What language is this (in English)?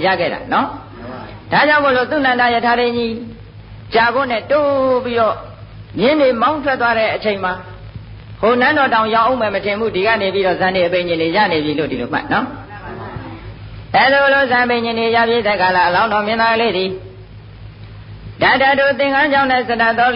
Burmese